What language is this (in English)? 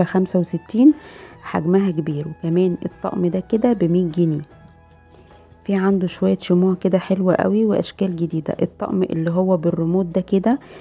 Egyptian Arabic